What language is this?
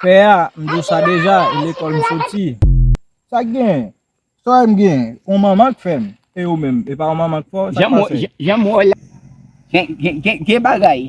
Haitian Creole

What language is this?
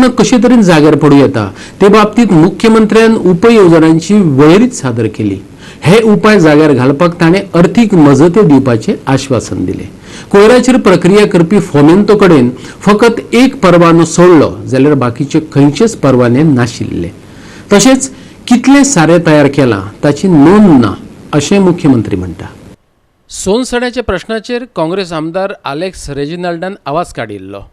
Konkani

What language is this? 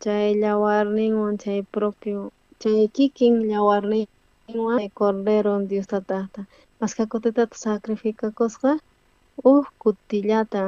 South Bolivian Quechua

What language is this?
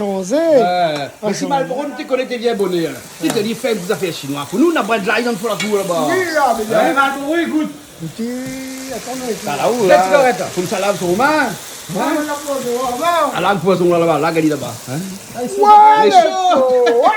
Réunion Creole French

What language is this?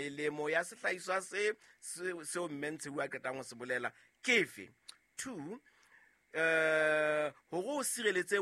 Southern Sotho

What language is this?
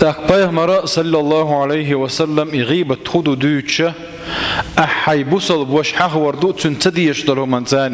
Chechen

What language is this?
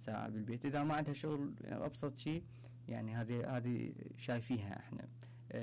Mesopotamian Arabic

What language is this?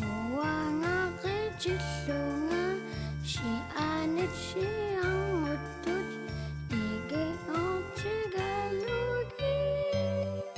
Kalaallisut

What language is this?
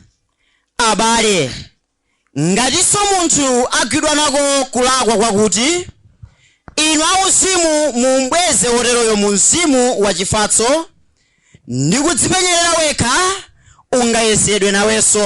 Nyanja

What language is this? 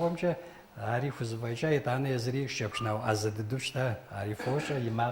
Kabardian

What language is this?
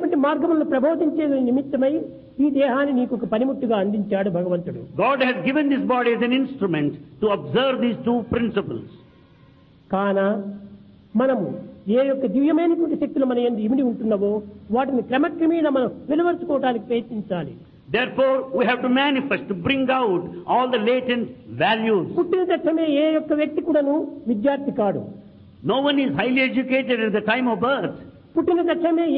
Telugu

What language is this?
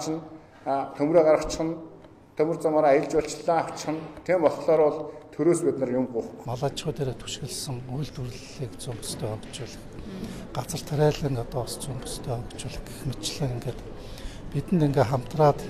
Mongolian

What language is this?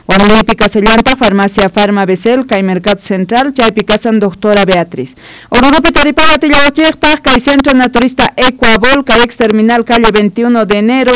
South Bolivian Quechua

